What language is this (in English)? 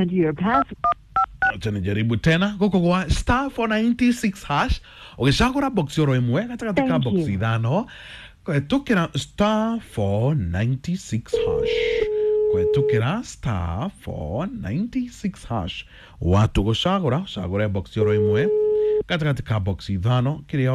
Kikuyu